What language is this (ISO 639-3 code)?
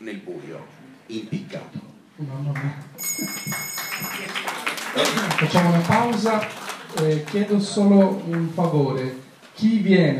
ita